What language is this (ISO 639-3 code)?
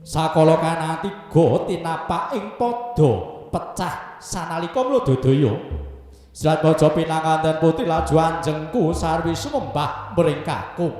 jav